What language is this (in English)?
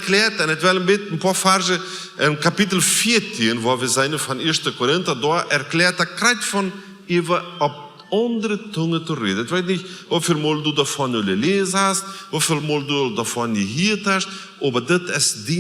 Plautdietsch